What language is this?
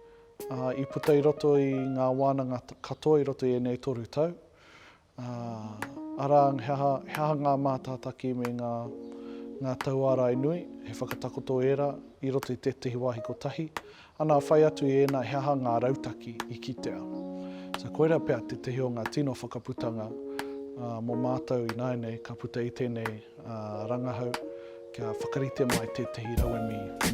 Māori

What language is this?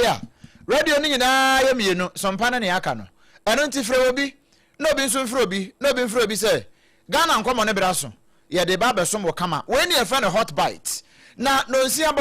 Akan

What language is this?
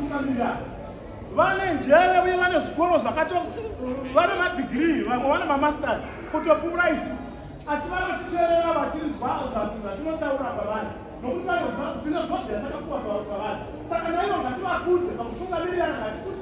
Shona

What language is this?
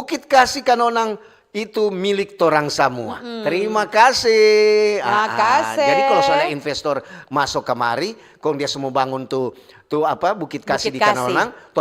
Manado Malay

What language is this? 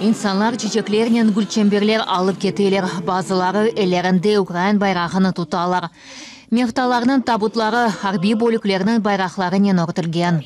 Crimean Tatar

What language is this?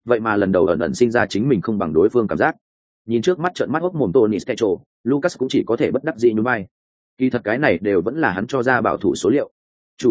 Vietnamese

